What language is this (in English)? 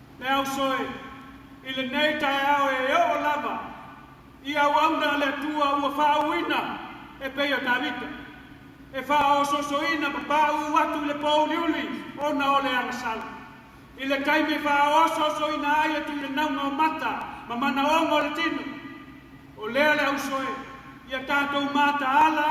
Samoan